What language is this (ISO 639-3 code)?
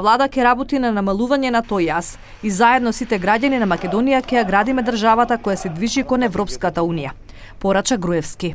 mkd